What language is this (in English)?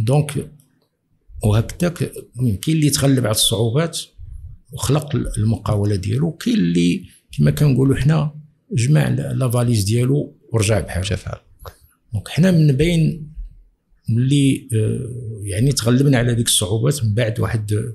Moroccan Arabic